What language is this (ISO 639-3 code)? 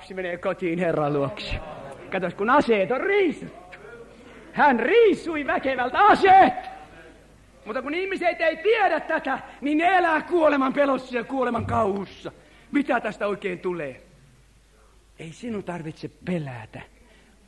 fin